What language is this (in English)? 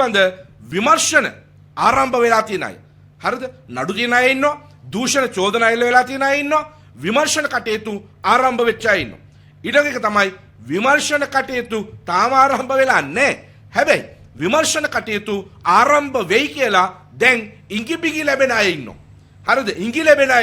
Sinhala